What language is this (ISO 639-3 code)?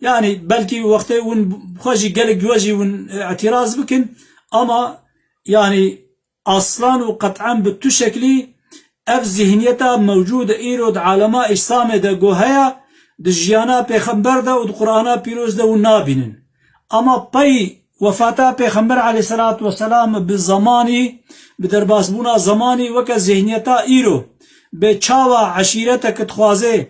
kur